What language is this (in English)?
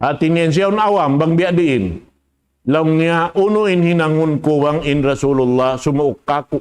Tausug